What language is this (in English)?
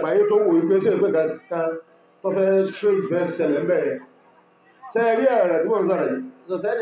Yoruba